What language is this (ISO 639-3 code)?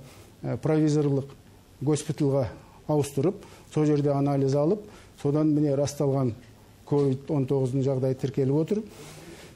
kaz